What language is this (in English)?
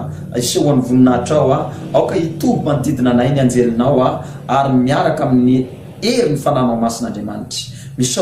Malagasy